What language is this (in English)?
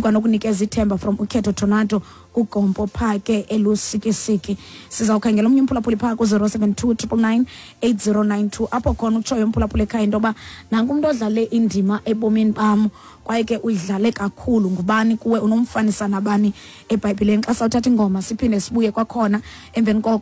Xhosa